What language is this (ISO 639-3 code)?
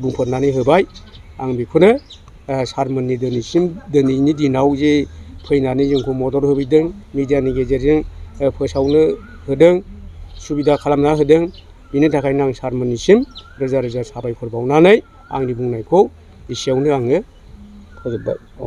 brx